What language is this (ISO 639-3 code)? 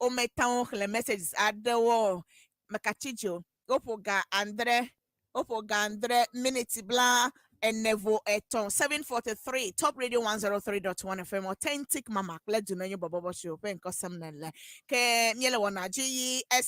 ewe